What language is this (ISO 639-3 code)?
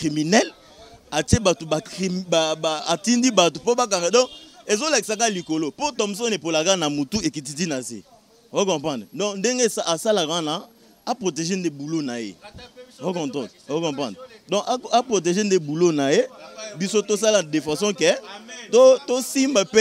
lin